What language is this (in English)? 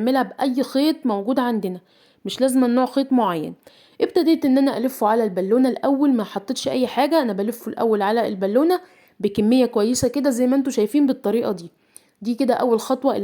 Egyptian Arabic